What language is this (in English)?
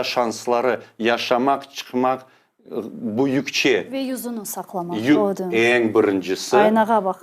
Crimean Tatar